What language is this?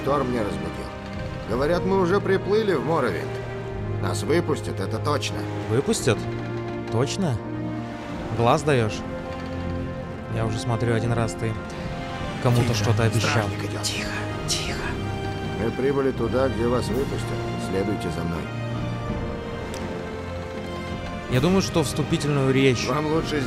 Russian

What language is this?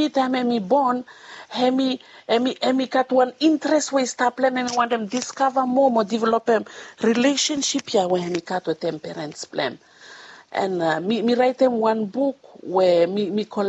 Bislama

